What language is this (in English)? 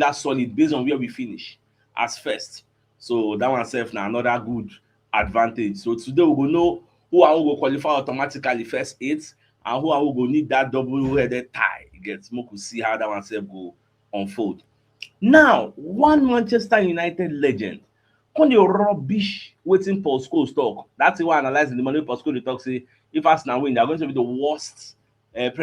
Nigerian Pidgin